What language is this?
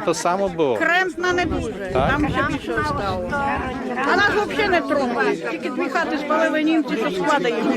Rusyn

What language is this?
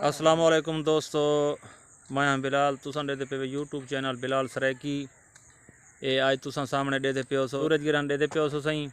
Saraiki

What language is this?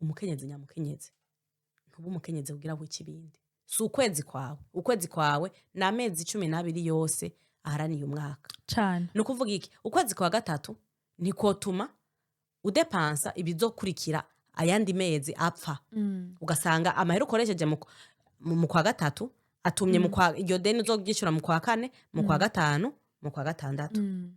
Rundi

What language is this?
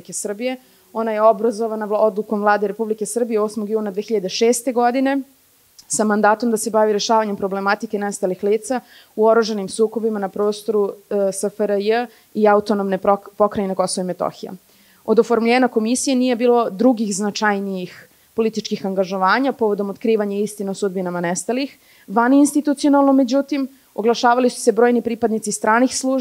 Serbian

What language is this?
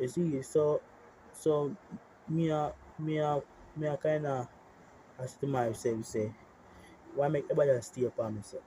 Jamaican Creole English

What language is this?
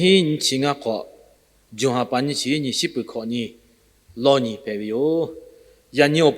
Lahu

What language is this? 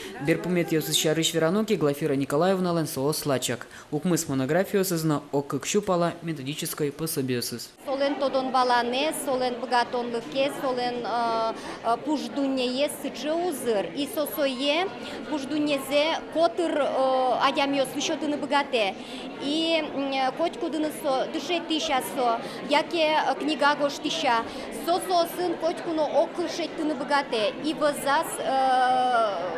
Udmurt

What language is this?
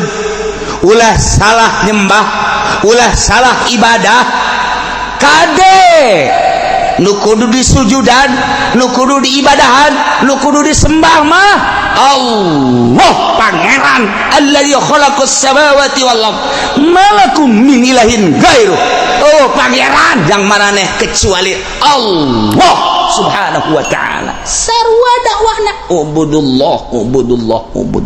Sundanese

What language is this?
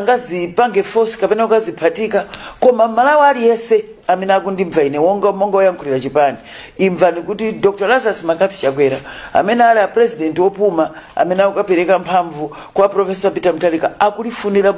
Nyanja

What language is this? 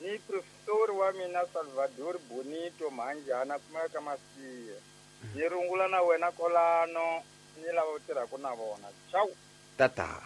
Tsonga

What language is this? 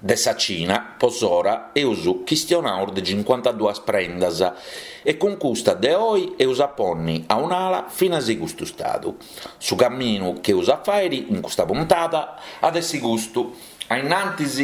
Sardinian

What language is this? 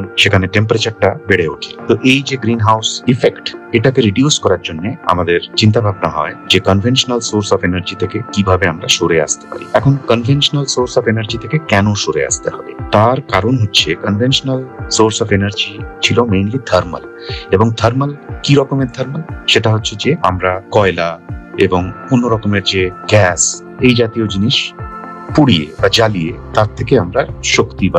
Bangla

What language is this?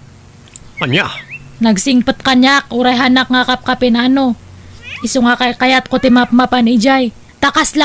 Iloko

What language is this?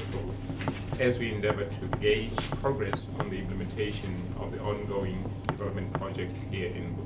Tswana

